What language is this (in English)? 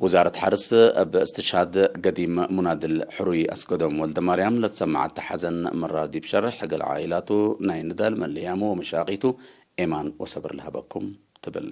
Tigre